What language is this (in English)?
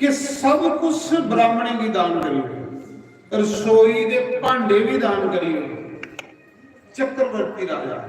Dogri